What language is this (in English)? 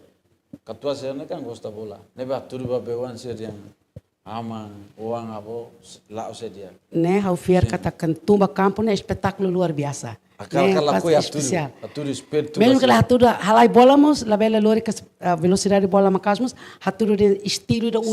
Tetum